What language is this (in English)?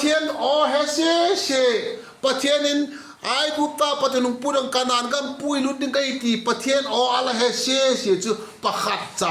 Vaiphei